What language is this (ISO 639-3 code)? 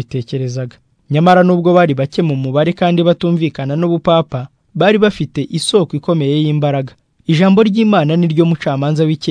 kin